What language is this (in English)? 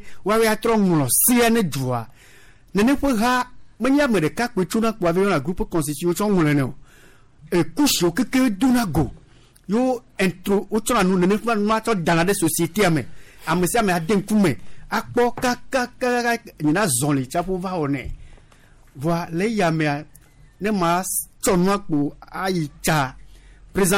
Gen